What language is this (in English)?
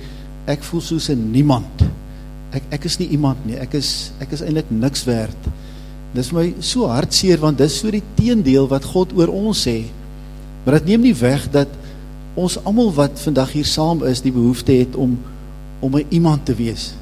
Afrikaans